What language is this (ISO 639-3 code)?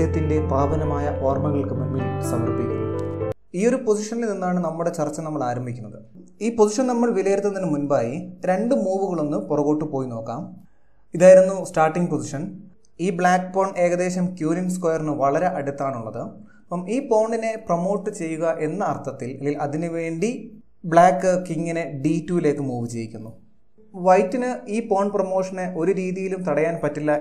mal